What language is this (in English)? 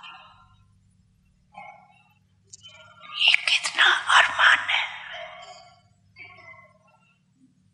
Hindi